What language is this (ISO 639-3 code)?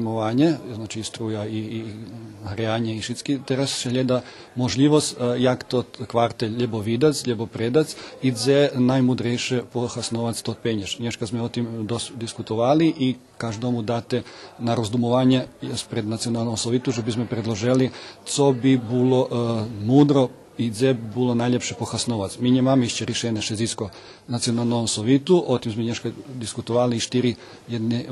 rue